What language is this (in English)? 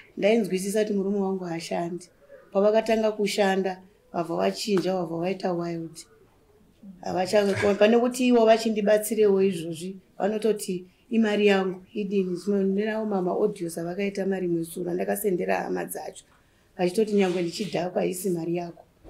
Shona